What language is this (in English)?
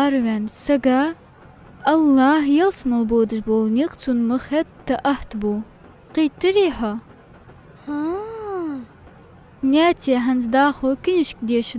Ingush